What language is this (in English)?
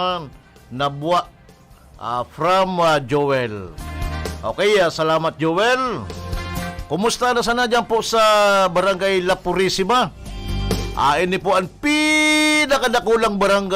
Bikol